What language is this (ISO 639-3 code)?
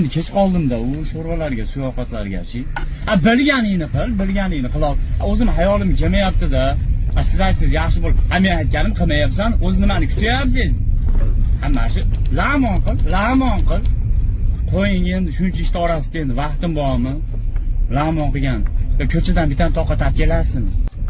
uzb